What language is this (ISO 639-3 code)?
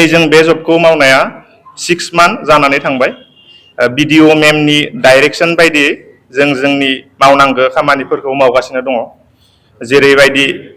brx